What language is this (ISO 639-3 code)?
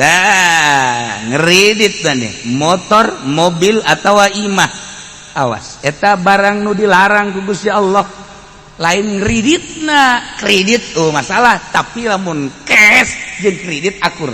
sun